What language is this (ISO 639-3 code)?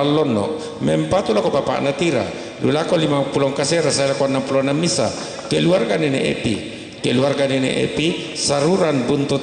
sda